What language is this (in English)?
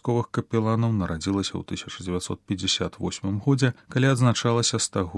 Belarusian